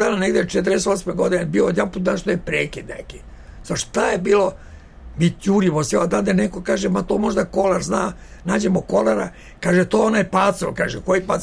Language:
Serbian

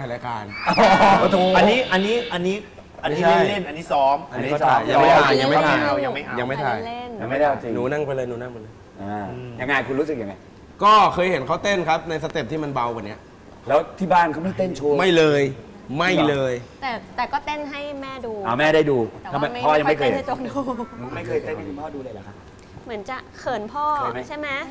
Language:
Thai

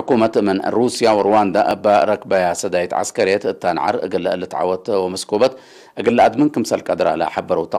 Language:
Tigre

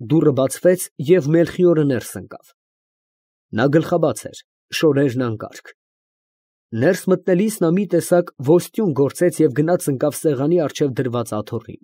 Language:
Armenian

